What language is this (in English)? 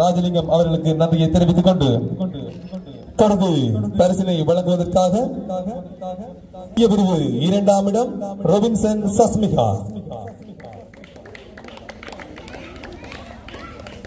Tamil